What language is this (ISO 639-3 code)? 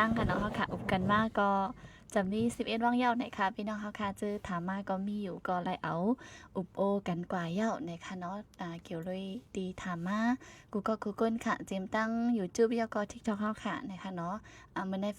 shn